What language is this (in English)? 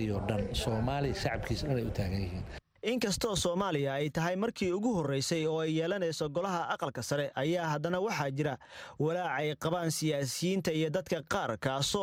Somali